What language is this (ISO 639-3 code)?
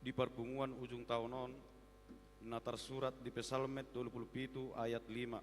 bbc